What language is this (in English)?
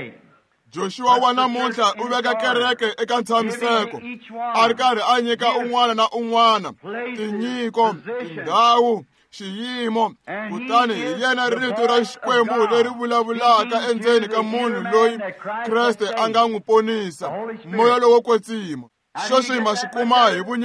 Tsonga